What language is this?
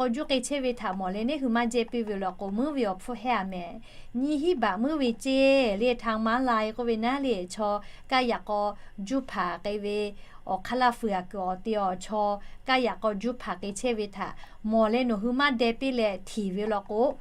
Lahu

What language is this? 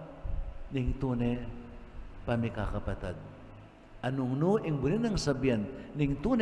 Pampanga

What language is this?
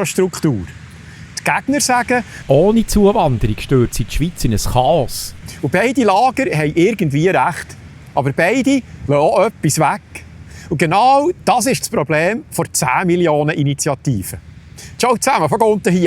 Swiss German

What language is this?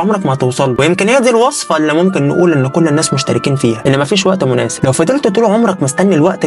Egyptian Arabic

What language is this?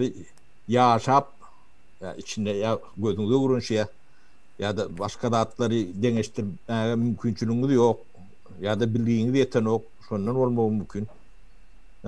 Turkmen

